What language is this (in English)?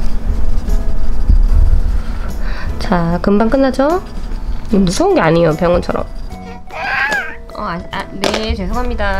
Korean